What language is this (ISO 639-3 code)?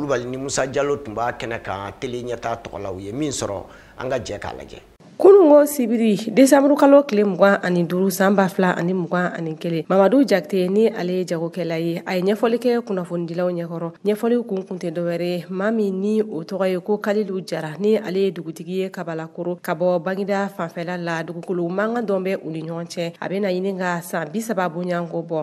bam